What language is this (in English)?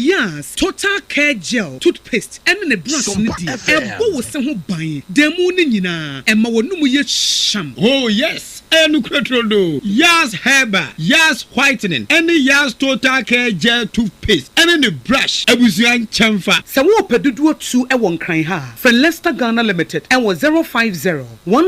Akan